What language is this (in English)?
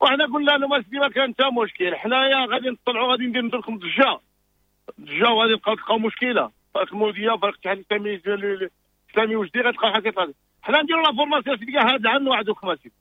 Moroccan Arabic